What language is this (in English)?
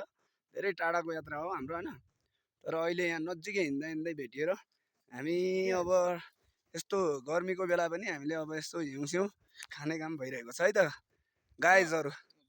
Nepali